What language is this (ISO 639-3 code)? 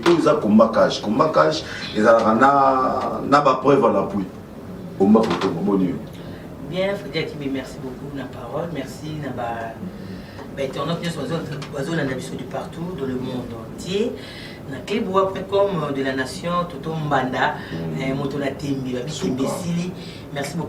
lin